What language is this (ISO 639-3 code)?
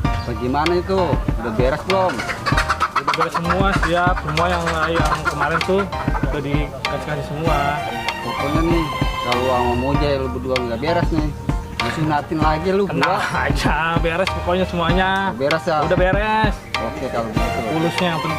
bew